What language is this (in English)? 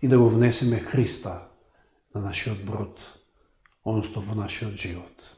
Macedonian